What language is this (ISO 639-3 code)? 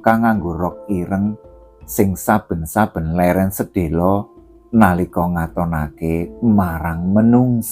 jav